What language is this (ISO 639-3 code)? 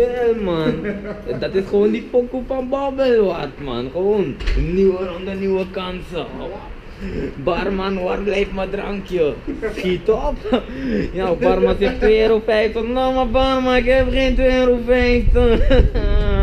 nld